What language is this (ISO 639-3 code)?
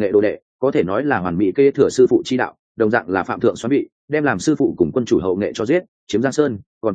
vie